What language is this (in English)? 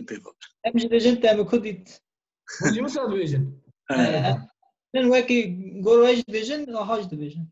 Kurdish